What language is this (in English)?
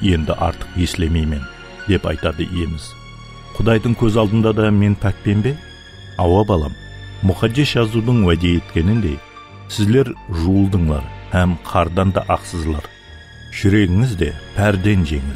Kara-Kalpak